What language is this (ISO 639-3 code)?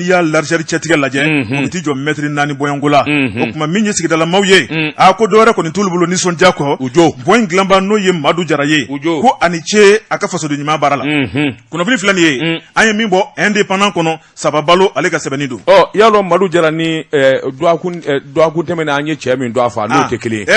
bam